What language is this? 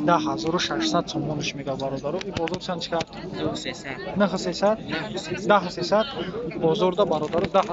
Tajik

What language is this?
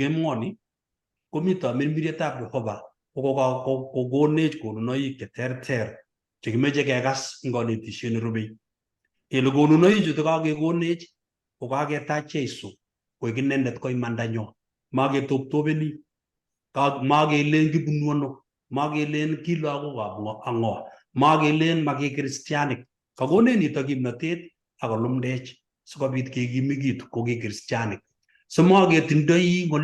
Kalenjin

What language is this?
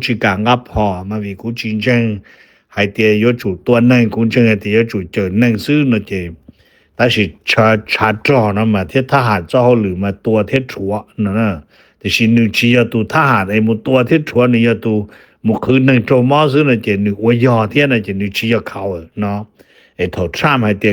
Hmong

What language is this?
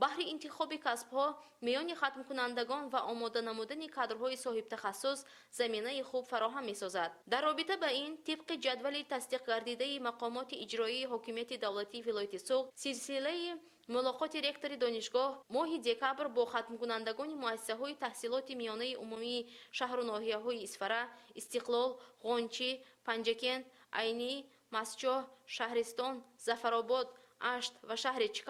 Tajik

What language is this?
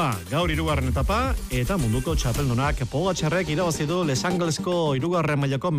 Basque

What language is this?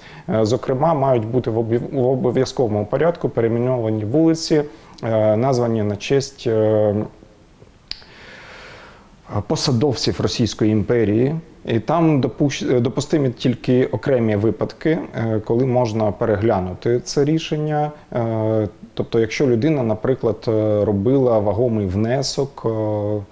Ukrainian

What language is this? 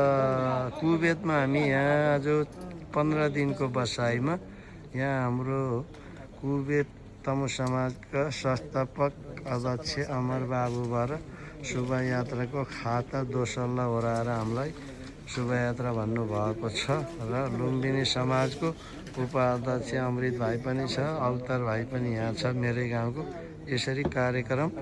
Nepali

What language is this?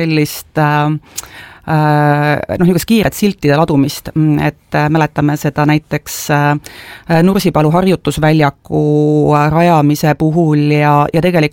Estonian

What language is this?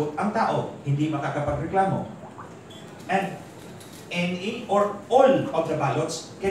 Filipino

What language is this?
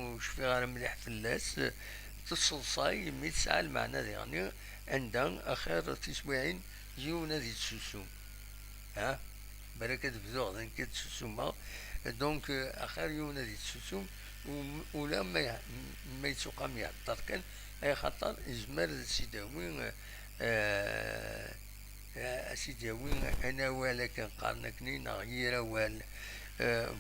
Kabyle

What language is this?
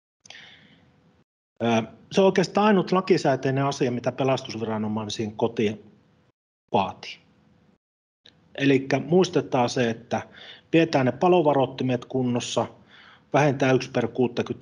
Finnish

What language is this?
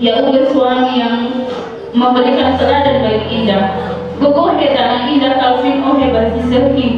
Nias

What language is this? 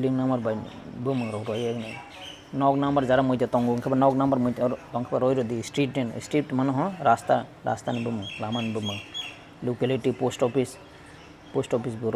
Kok Borok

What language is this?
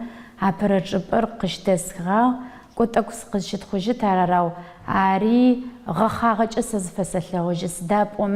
Adyghe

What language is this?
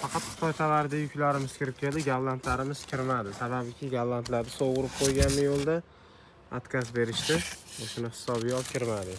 Uzbek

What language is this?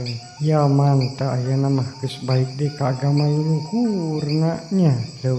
Sundanese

